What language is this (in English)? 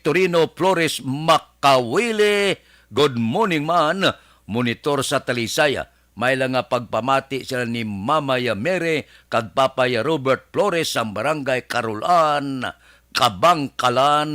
Hiligaynon